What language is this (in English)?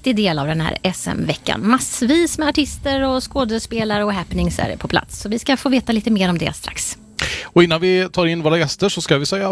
Swedish